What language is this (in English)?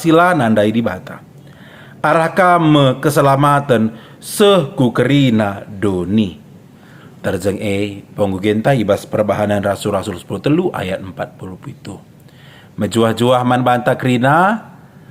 Batak Karo